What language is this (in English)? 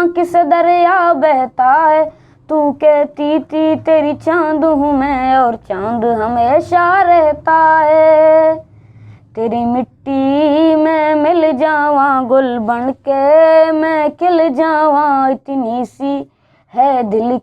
Eastern Balochi